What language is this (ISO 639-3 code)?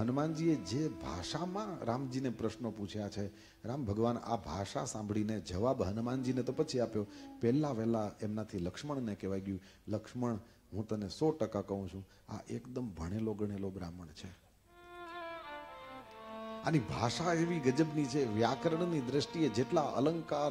guj